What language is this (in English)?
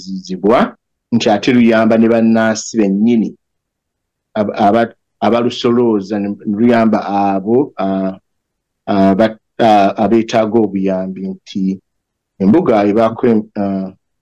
Ganda